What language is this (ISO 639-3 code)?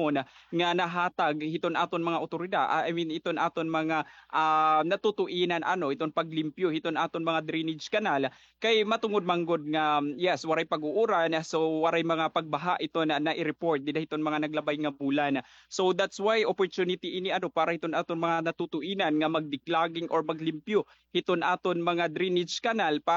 war